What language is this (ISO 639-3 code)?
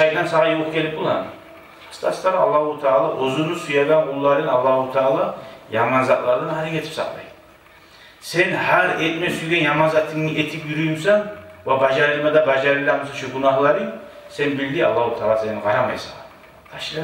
kum